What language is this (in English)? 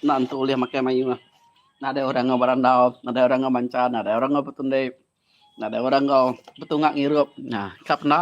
Iban